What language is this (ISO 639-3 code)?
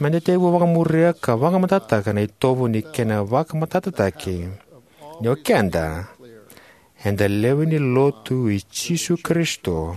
fij